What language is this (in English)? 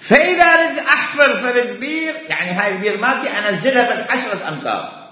Mesopotamian Arabic